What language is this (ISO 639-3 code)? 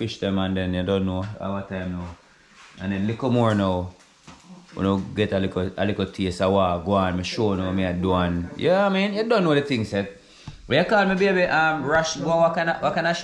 jam